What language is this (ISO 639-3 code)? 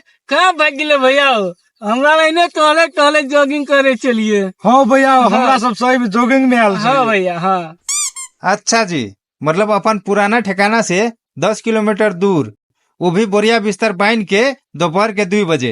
mai